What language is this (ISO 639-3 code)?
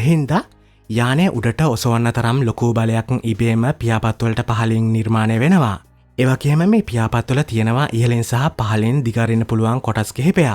sin